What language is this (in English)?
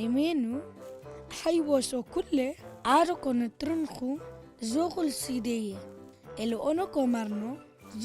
Turoyo